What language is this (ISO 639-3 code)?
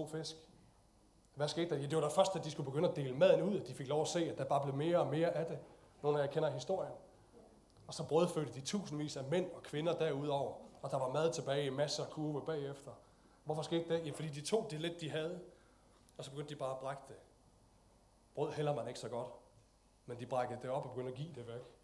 dan